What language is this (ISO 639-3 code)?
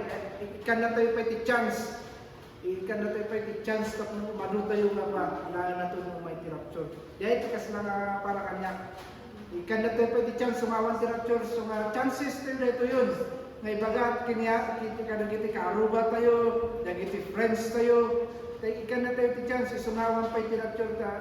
ilo